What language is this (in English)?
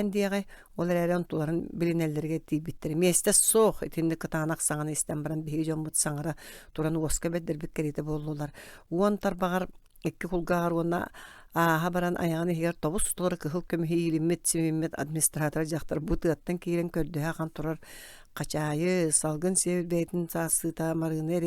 Yakut